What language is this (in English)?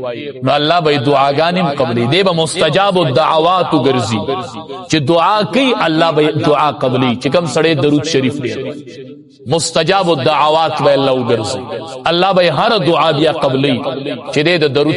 Pashto